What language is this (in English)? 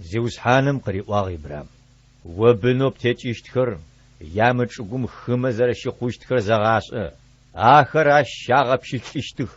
Adyghe